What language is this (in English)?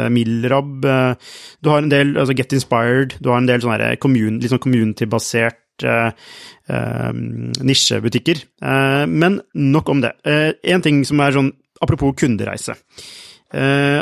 Norwegian